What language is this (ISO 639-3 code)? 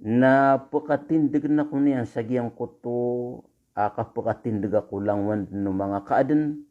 mrw